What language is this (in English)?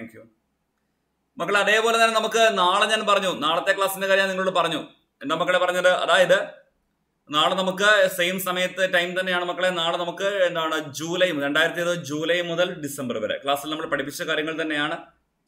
Malayalam